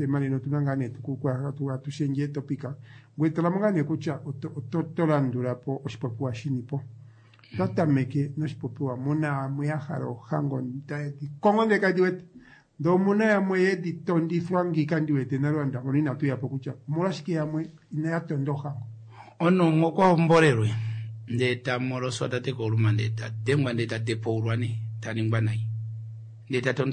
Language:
Kuanyama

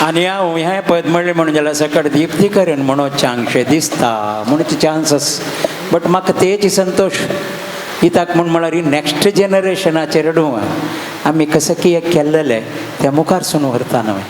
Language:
Konkani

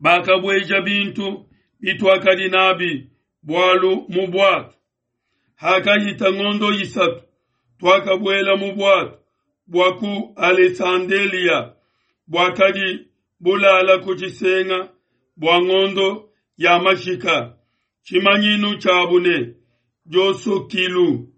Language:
Luba-Lulua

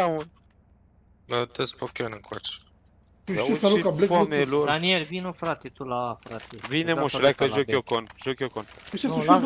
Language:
Romanian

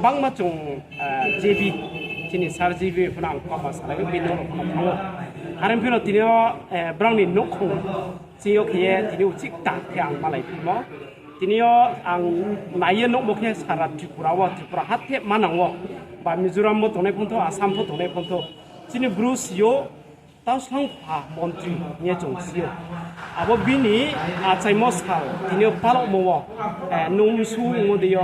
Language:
Riang (India)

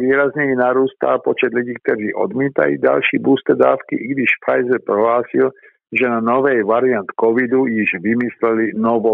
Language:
Czech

